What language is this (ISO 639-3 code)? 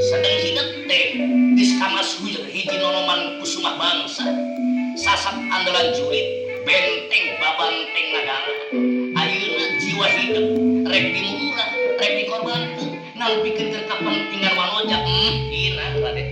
sun